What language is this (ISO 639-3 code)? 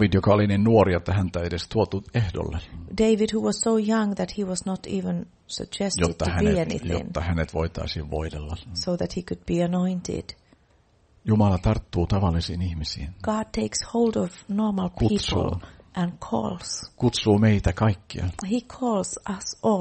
fin